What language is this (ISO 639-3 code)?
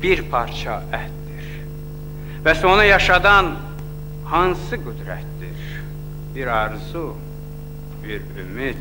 azb